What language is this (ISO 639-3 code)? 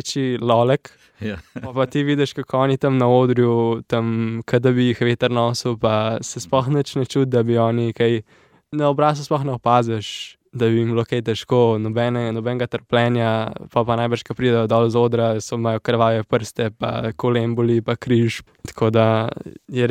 slv